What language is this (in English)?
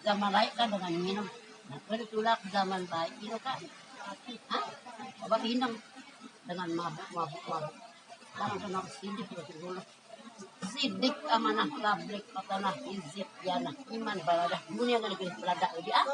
Sasak